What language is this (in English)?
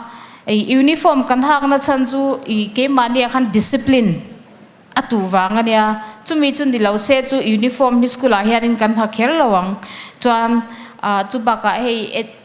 Mizo